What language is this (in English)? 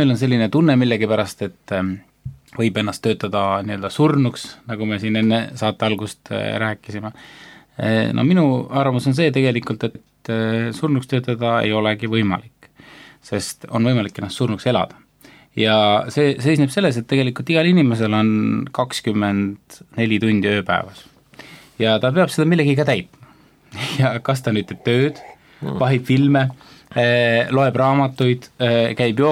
Estonian